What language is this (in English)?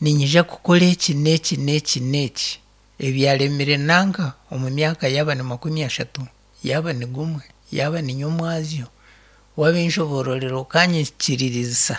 Nyankole